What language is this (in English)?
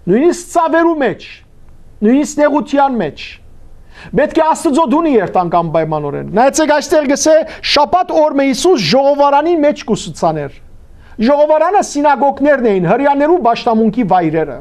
Western Armenian